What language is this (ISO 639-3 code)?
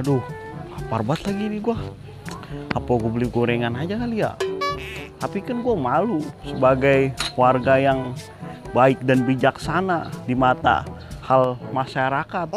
bew